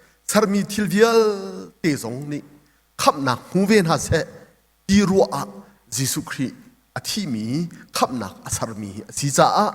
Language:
Hakha Chin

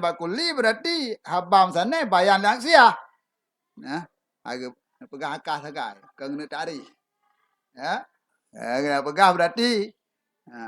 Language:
Achinese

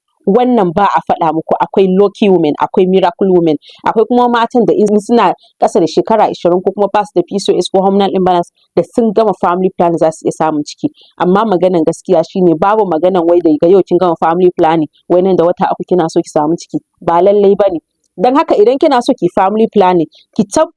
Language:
Hausa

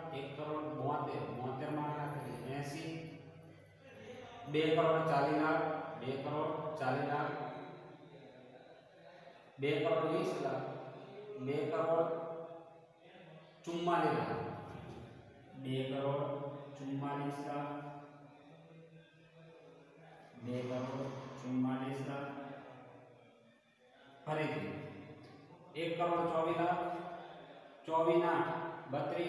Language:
Gujarati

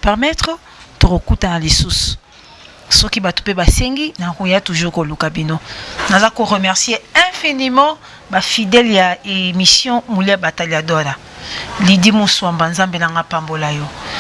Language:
Lingala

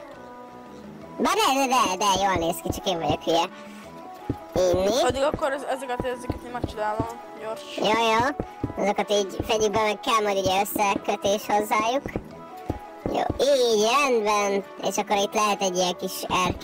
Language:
Hungarian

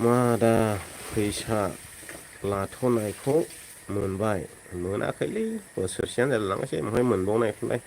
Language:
Bodo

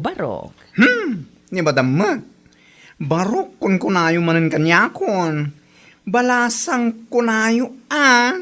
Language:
Iloko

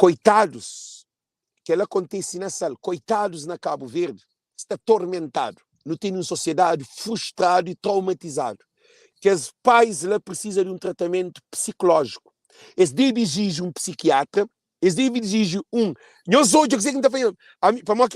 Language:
Kabuverdianu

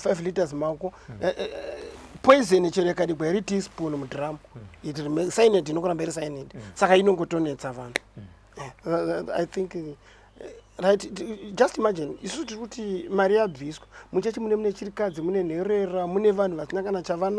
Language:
Shona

